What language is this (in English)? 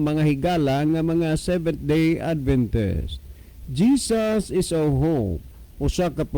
Cebuano